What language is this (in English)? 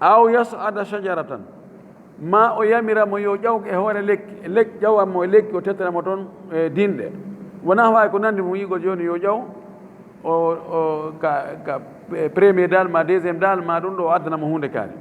Fula